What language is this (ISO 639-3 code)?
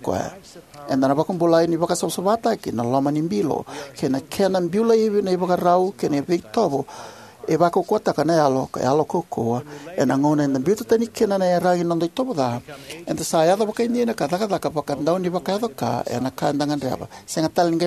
fij